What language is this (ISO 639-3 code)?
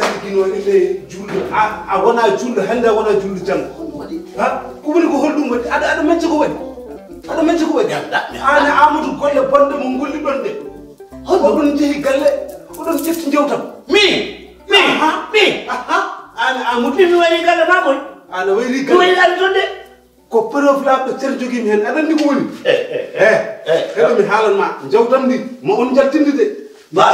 ful